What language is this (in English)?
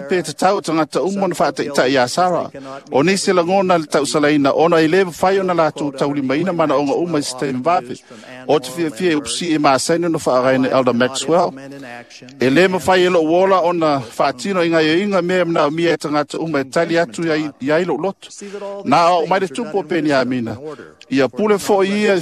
Samoan